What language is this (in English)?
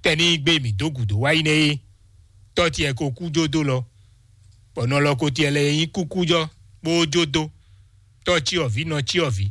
Fon